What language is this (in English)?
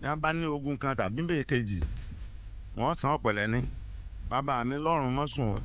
Yoruba